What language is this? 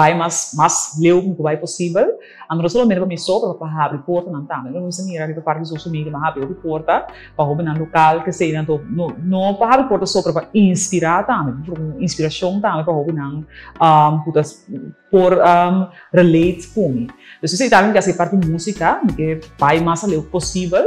Papiamento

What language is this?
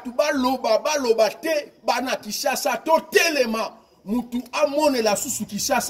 Lingala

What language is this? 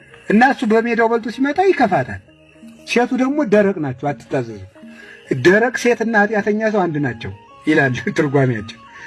Amharic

